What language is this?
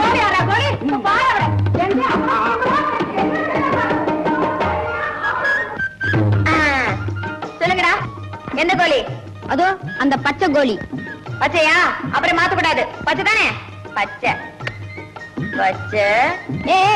Tamil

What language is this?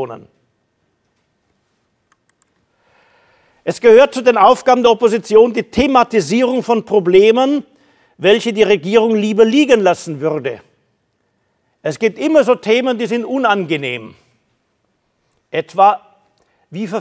German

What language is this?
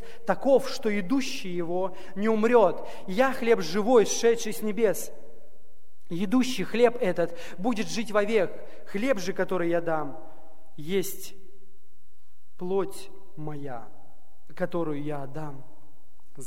Russian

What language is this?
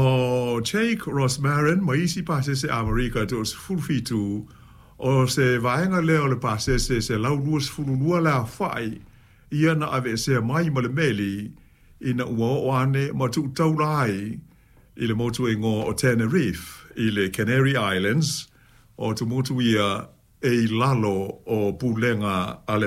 Samoan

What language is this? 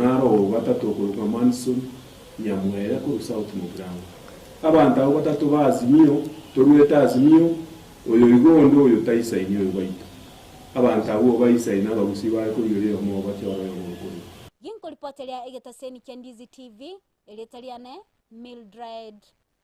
Gusii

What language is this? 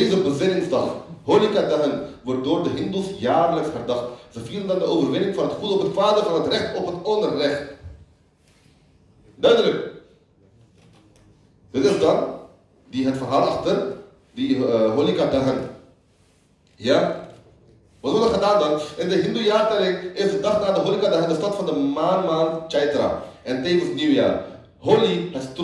Dutch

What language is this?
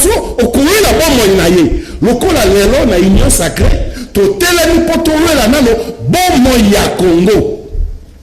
Lingala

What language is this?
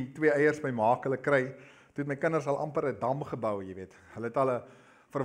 Afrikaans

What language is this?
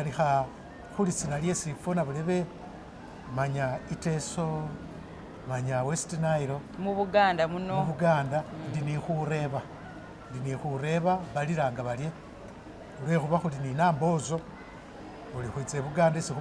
Masaaba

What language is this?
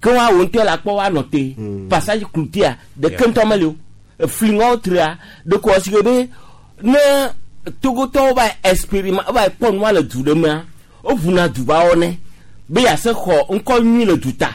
Gen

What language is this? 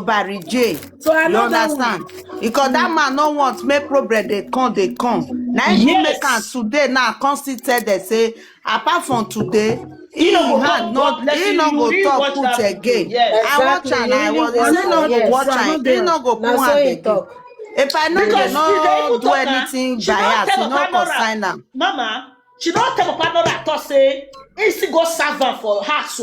Nigerian Pidgin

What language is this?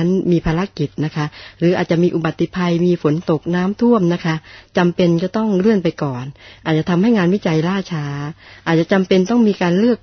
Thai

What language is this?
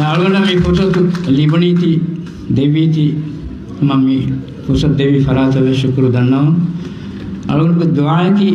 Divehi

